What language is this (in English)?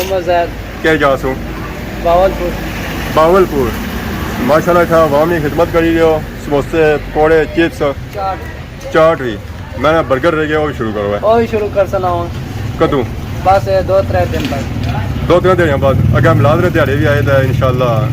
Pahari-Potwari